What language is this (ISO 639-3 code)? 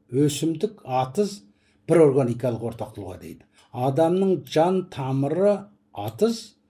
kaz